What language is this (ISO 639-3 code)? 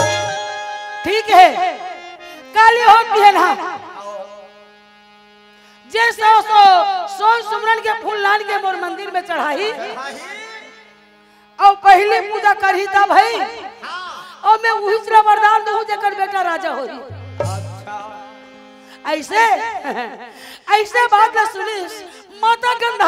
hne